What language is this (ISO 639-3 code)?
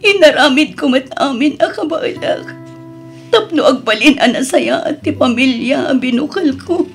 ilo